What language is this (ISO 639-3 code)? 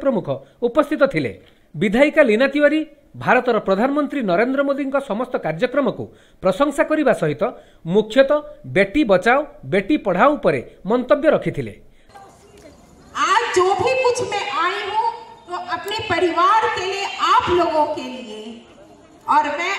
ori